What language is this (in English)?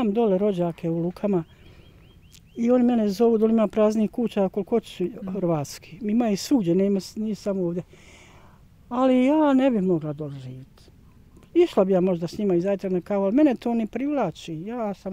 Bosnian